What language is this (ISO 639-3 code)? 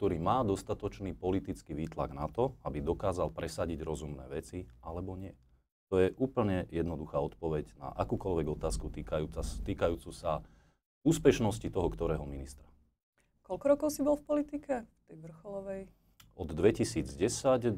slk